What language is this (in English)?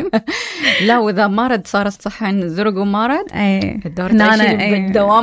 Mesopotamian Arabic